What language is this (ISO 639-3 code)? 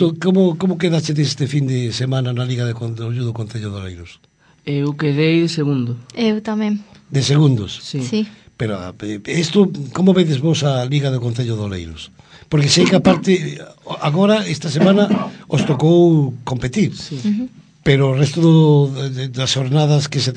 glg